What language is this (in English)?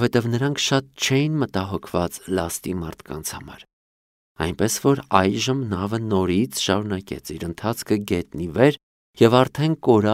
Armenian